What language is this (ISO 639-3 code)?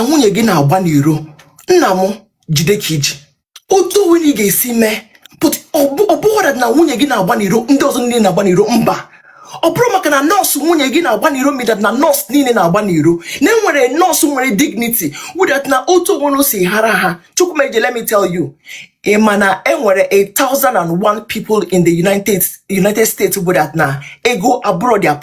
ibo